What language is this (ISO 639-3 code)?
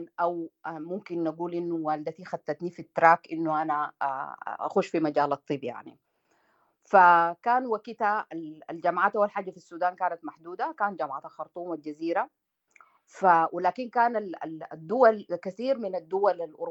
apd